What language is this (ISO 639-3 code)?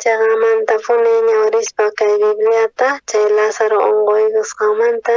quh